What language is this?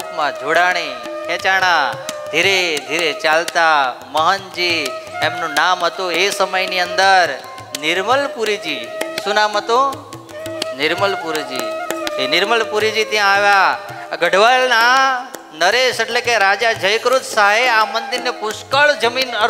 Gujarati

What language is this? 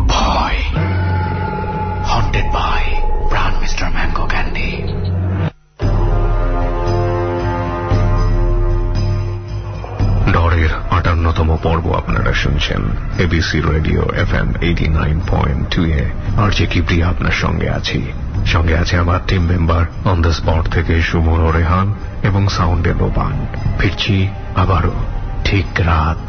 Bangla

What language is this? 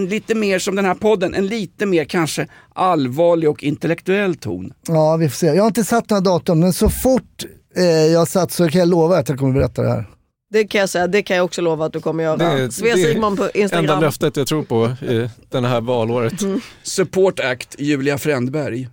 Swedish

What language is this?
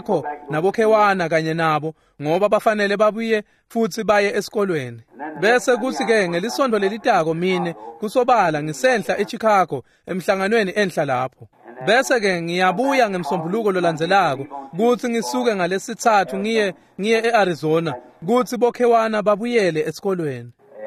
Swati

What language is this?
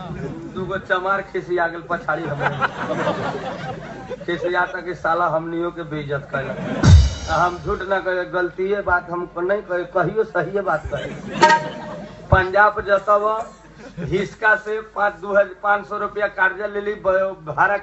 Bhojpuri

